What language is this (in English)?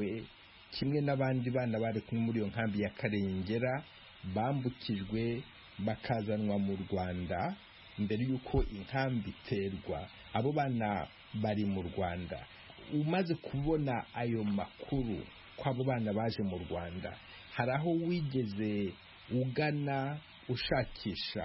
Kinyarwanda